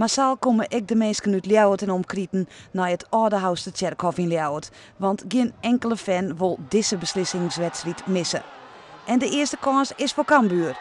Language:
Western Frisian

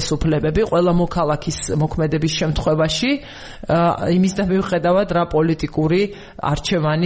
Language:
Georgian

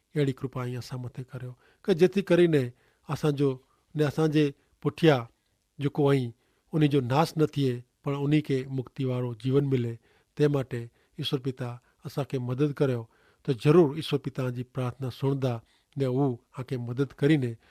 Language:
Kachhi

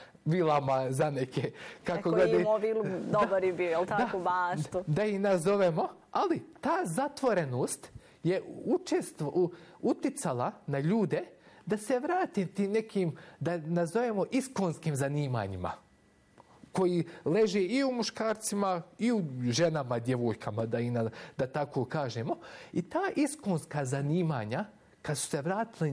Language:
Bosnian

